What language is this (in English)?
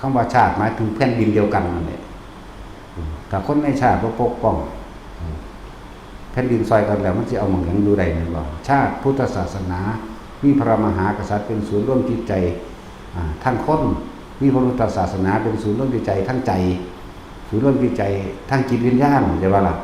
Northeastern Thai